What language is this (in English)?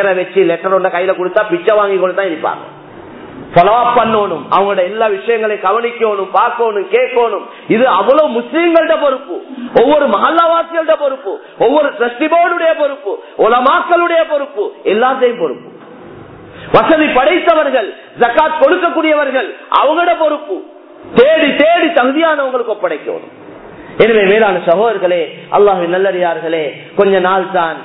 Tamil